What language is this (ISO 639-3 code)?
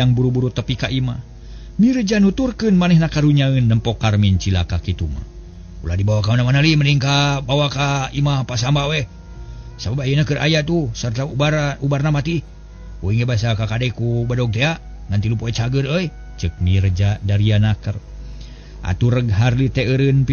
sun